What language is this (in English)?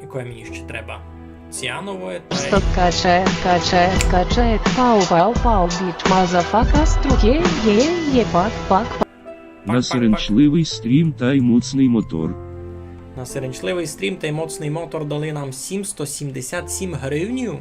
Rusyn